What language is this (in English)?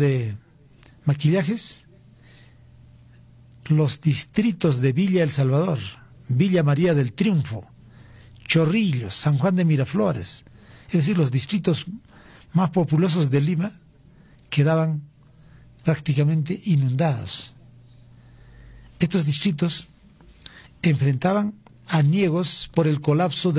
Spanish